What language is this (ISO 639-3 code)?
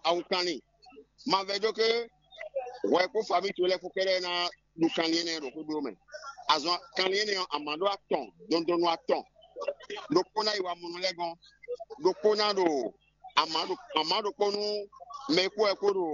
fon